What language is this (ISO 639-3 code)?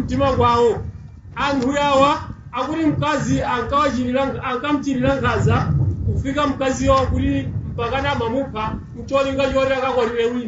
nya